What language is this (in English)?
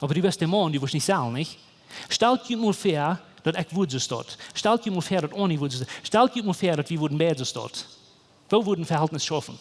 Plautdietsch